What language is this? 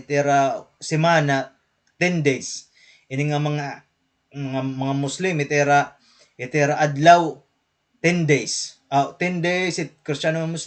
Waray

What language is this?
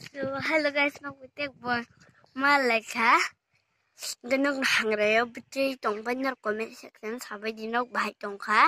Kok Borok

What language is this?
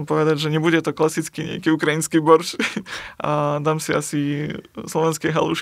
Slovak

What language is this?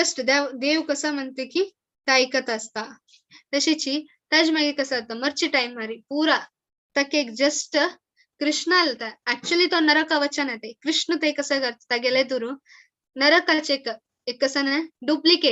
Konkani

